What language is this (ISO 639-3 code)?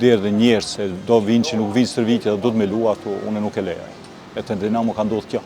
sqi